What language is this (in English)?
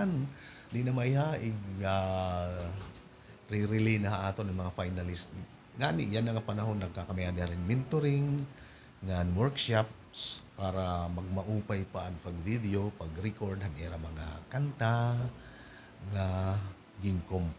Waray